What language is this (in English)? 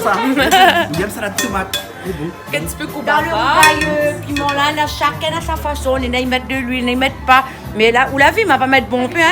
Réunion Creole French